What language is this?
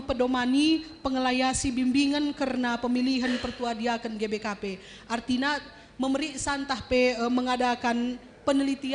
Batak Karo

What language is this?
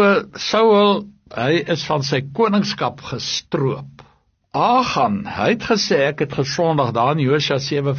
Afrikaans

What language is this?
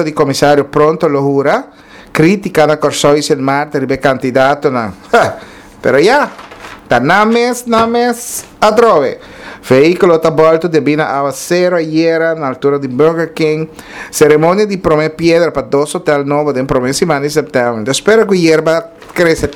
Papiamento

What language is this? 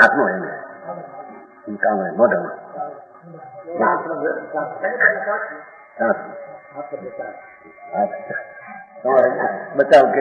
Gujarati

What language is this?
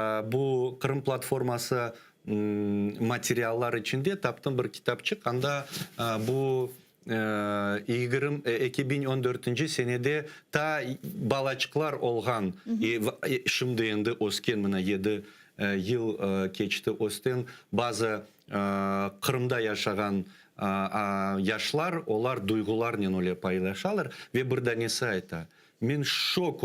Crimean Tatar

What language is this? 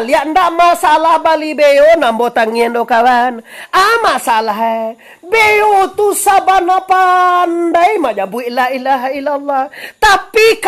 Minangkabau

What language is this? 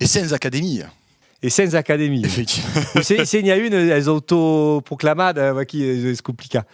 Occitan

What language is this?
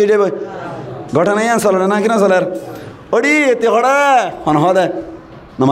Rohingya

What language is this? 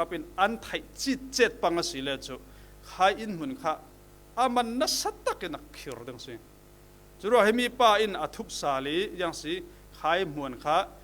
Falam Chin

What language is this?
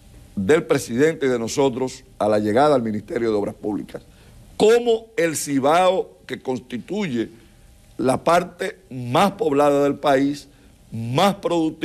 Spanish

